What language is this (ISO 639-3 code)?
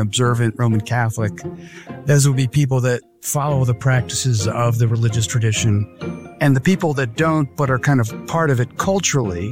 eng